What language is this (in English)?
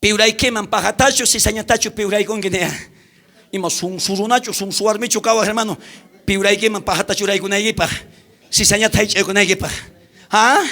South Bolivian Quechua